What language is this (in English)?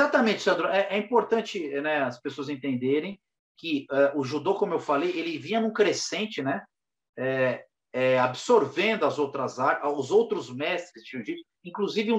Portuguese